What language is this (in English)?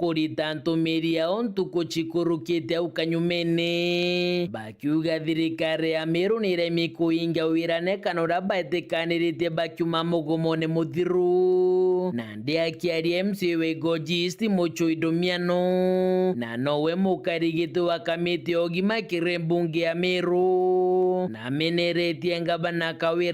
Meru